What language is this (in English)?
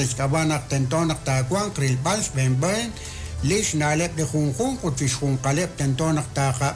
Kekchí